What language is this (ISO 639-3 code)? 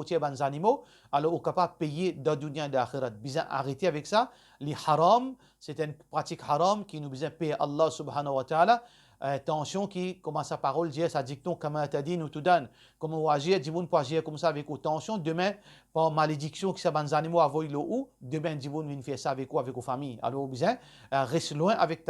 mfe